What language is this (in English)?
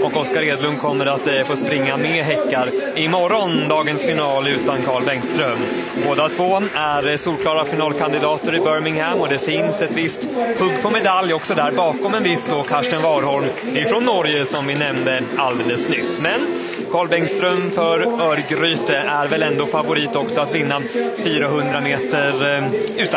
Swedish